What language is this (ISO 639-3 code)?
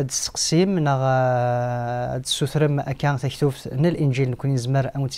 kab